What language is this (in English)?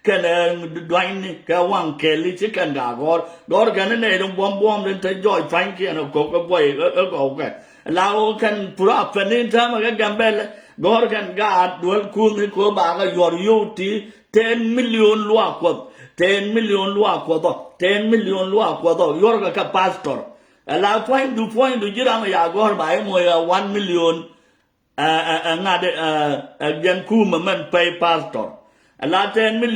Nuer